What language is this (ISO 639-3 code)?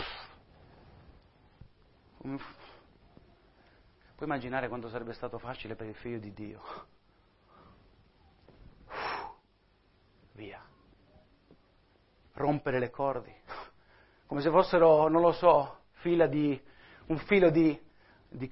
ita